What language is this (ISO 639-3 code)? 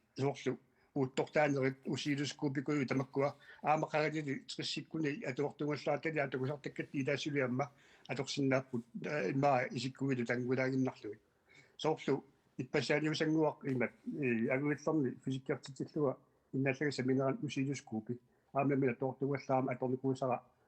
kal